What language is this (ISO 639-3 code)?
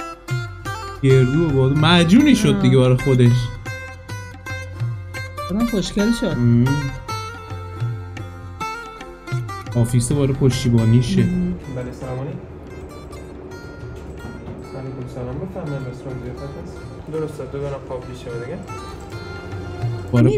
fas